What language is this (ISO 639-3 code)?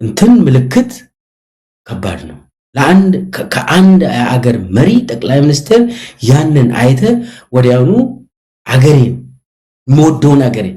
amh